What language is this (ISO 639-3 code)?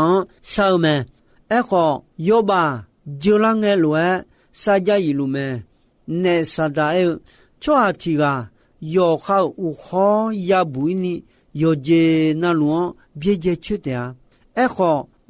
ahk